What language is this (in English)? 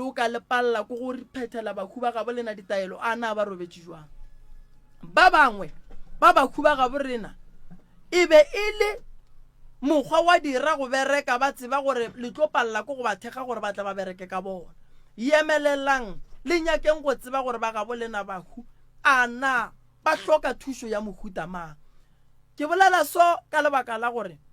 Northern Sotho